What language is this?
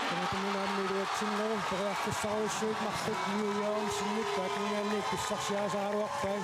Kalaallisut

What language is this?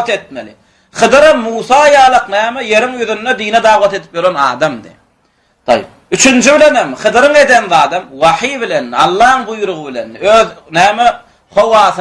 Turkmen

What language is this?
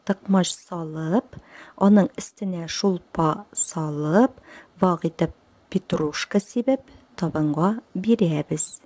Tatar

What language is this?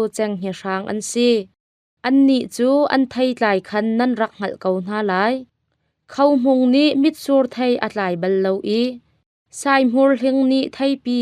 Hakha Chin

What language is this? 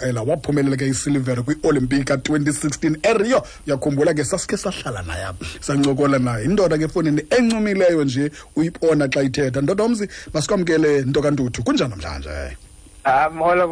Xhosa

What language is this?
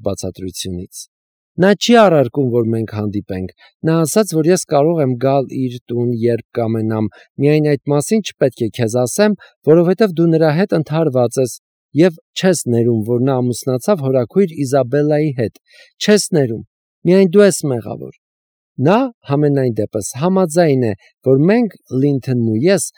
Armenian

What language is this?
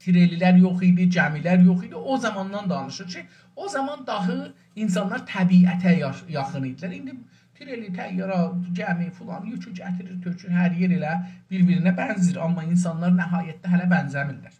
South Azerbaijani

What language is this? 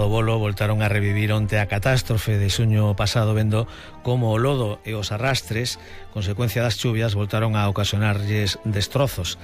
Galician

